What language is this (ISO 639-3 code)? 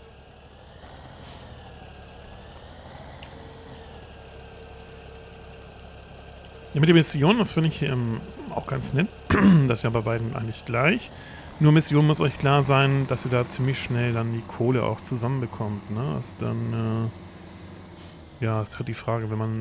deu